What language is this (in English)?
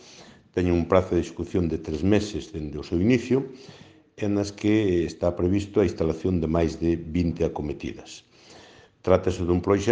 Galician